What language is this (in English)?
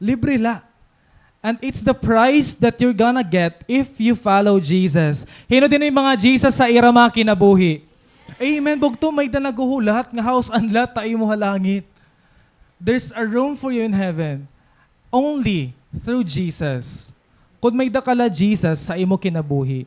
Waray